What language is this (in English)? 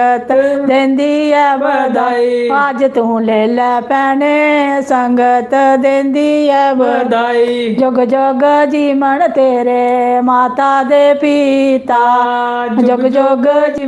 Dogri